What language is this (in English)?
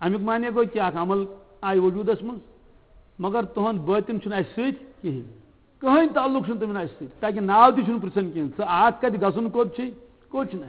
Kashmiri